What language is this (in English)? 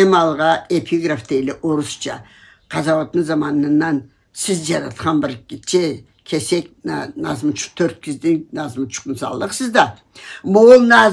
Karachay-Balkar